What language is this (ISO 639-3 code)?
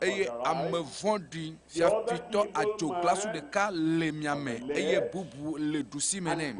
ewe